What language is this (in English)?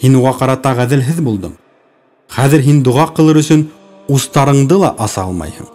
Bashkir